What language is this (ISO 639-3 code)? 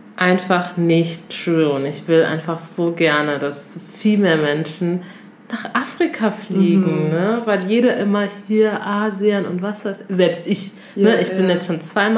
deu